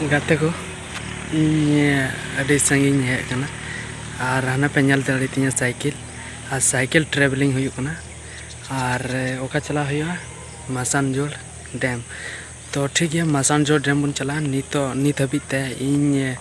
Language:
Santali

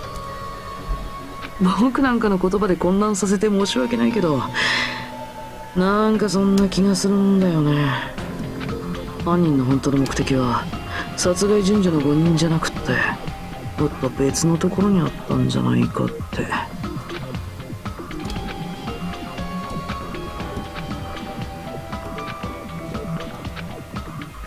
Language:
Japanese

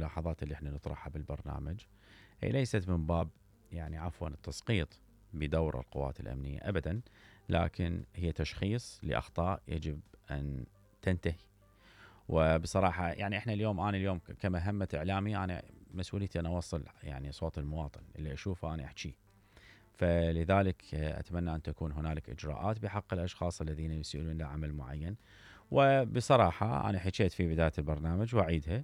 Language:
Mesopotamian Arabic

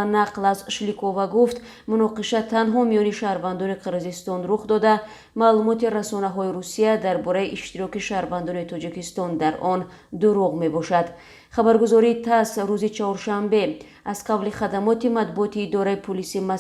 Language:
Tajik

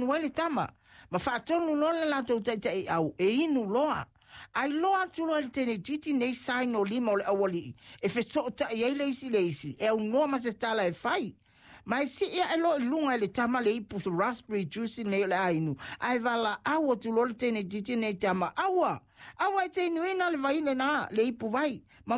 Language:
Samoan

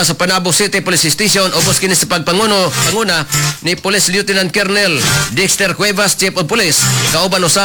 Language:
Cebuano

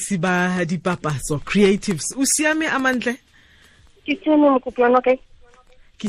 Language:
Tswana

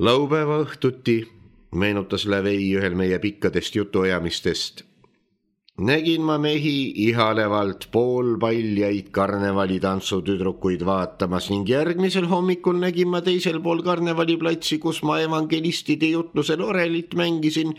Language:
Estonian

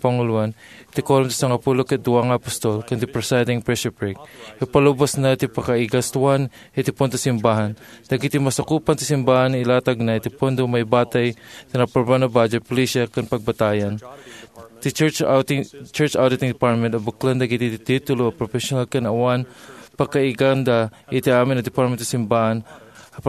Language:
Iloko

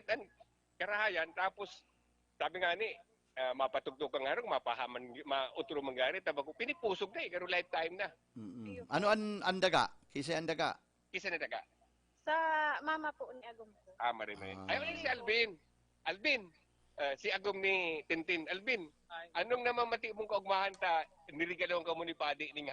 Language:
Bikol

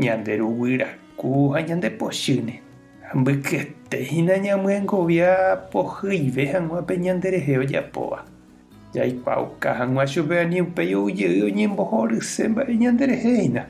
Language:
Guarani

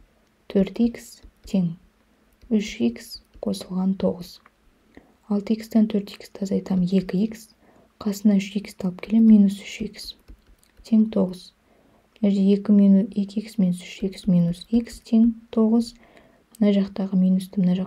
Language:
Kazakh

